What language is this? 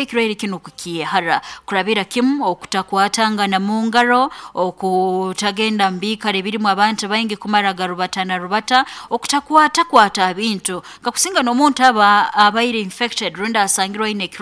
Nyoro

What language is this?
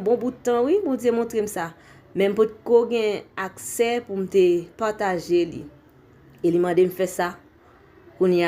Haitian Creole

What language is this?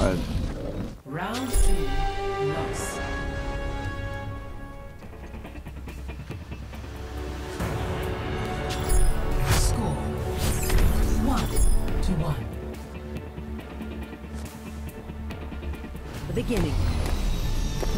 English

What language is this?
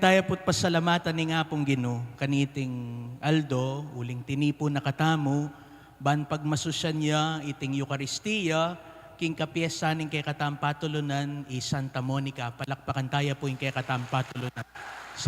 Pampanga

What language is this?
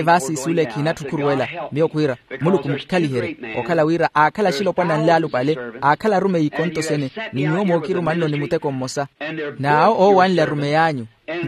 Makhuwa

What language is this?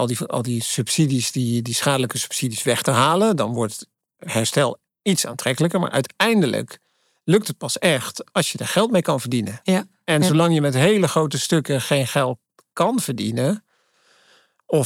Dutch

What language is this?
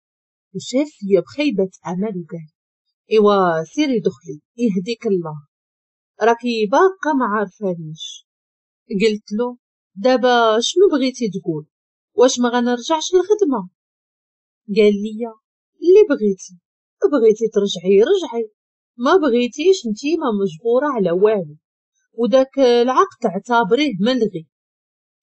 Moroccan Arabic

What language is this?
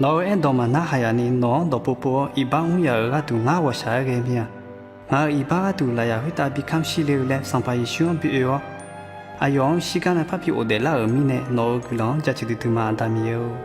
Akha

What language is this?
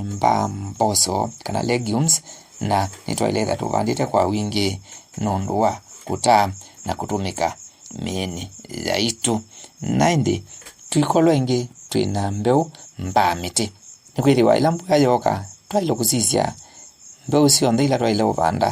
Kamba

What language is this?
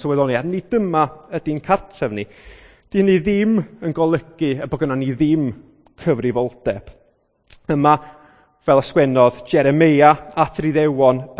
Welsh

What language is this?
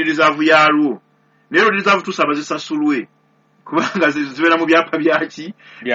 Ganda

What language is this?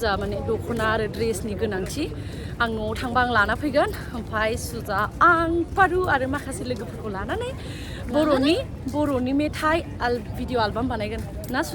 Bodo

